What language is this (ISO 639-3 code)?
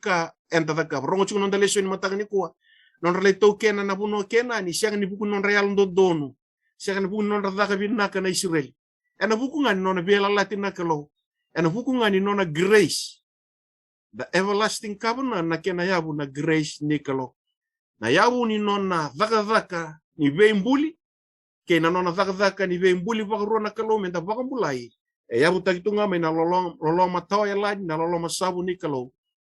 fij